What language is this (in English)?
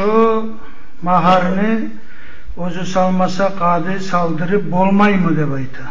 Kumyk